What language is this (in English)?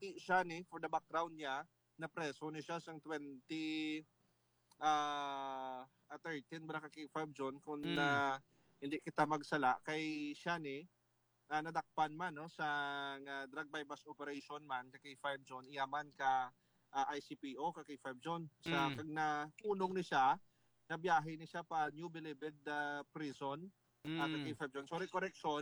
Hiligaynon